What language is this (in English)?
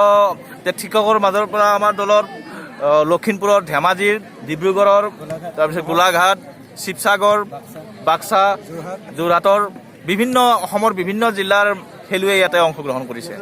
Assamese